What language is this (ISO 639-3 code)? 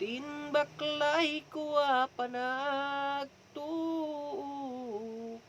ilo